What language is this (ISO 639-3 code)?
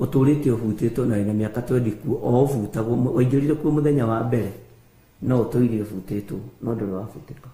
kik